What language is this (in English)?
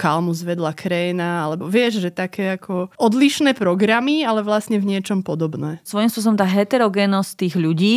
Slovak